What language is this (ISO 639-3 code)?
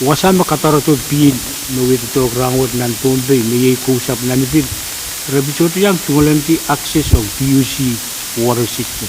pon